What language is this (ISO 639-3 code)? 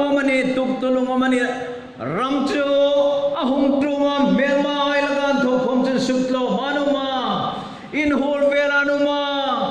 hmr